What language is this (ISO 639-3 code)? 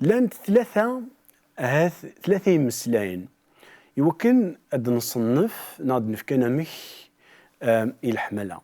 kab